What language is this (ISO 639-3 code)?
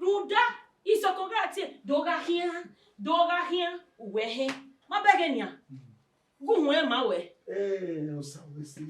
bin